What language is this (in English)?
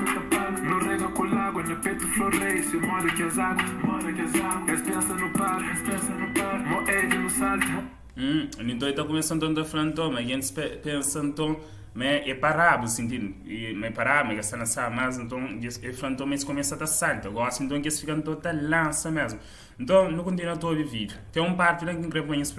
Kabuverdianu